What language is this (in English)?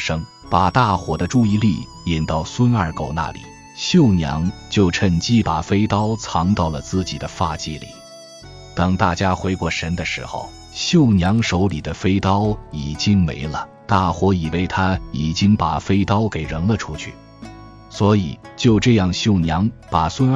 Chinese